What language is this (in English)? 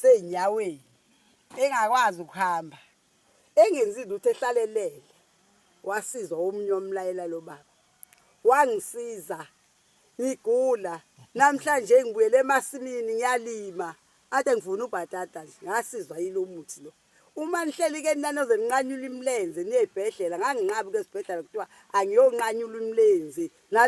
Zulu